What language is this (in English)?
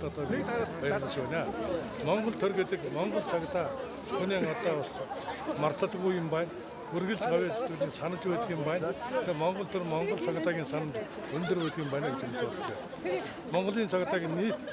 Mongolian